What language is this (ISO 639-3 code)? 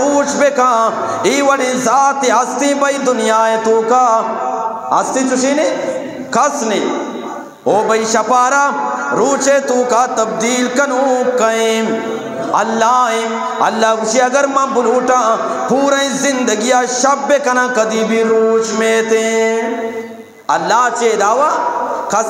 bgp